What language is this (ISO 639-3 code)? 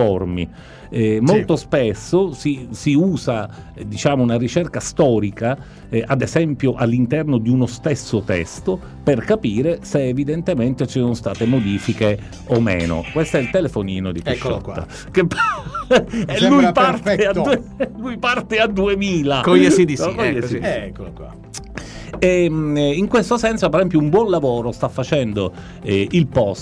ita